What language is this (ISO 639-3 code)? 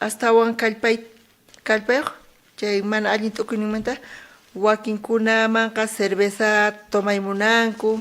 quh